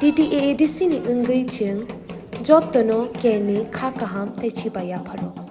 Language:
Kok Borok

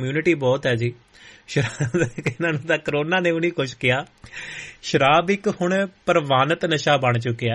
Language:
Punjabi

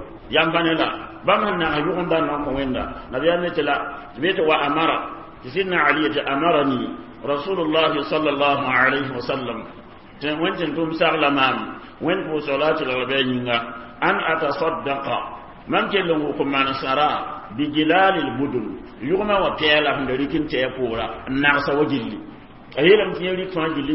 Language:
Mossi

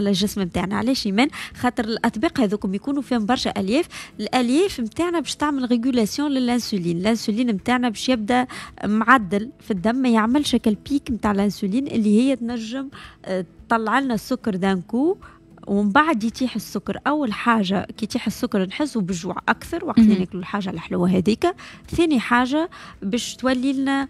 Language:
Tunisian Arabic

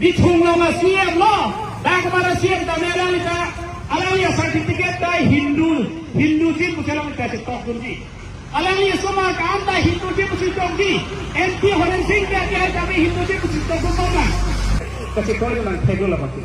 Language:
Karbi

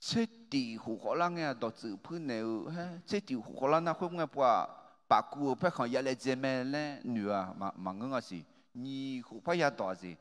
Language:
Akha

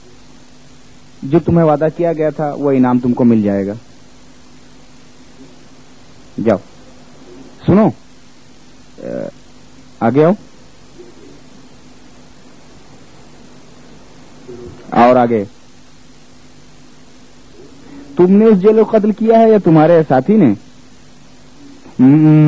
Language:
Urdu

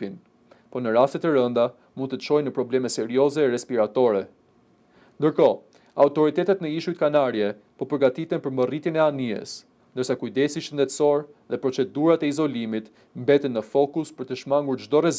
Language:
Albanian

